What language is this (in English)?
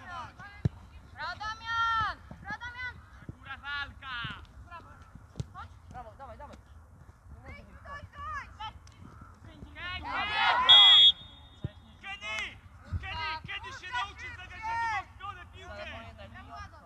Polish